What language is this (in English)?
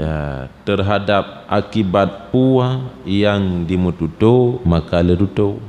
Achinese